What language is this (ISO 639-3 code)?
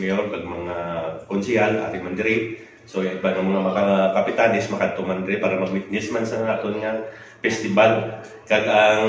hil